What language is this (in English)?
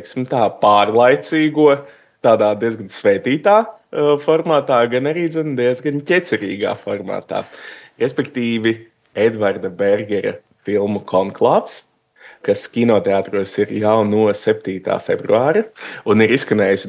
Latvian